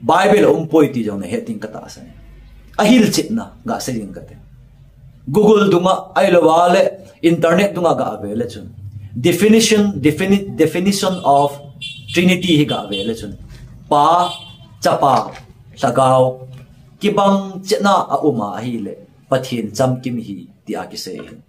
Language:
Thado Chin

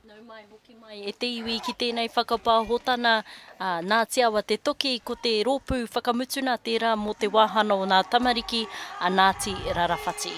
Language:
Māori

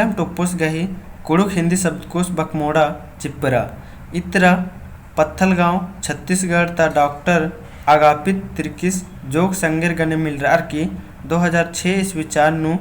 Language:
Kurukh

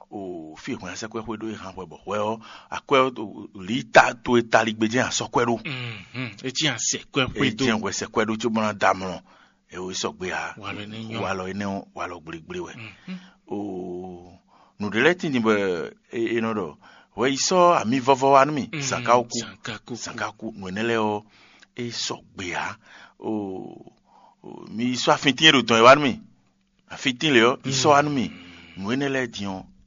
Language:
Fon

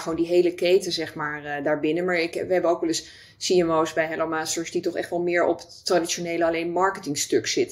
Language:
Dutch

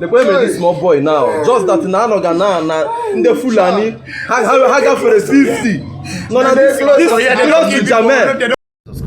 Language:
Igbo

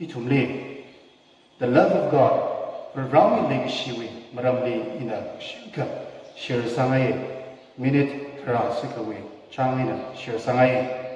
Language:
Tangkhul Naga (India)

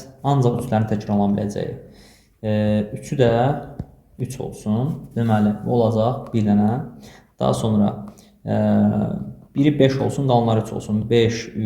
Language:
Azerbaijani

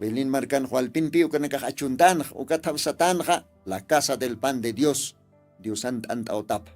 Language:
Aymara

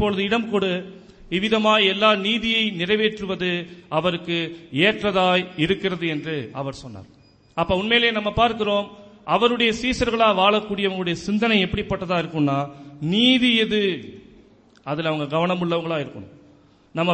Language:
Tamil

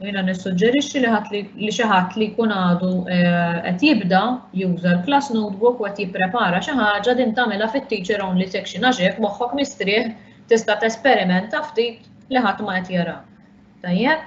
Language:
Maltese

